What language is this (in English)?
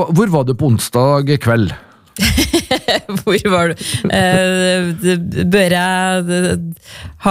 Norwegian